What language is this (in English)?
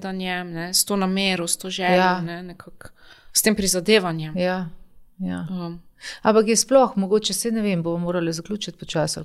Slovenian